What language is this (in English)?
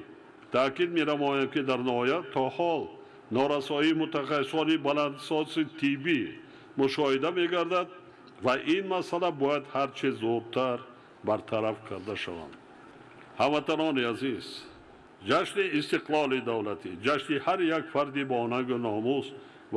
Tajik